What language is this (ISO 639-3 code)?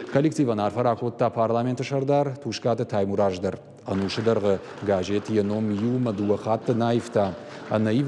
oss